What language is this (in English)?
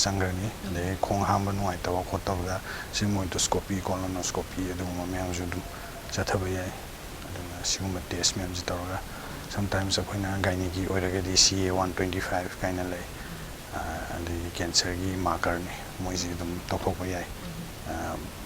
Manipuri